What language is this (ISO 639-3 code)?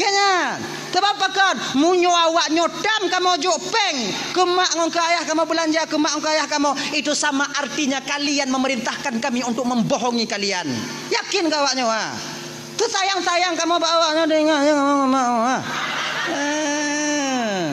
ace